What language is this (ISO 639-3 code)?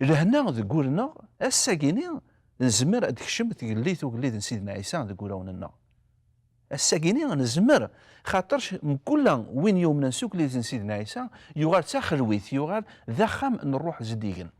kab